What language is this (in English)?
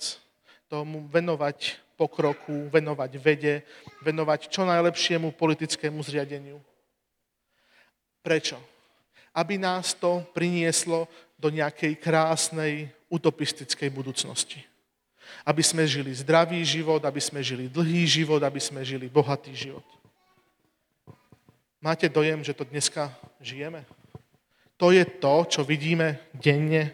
Slovak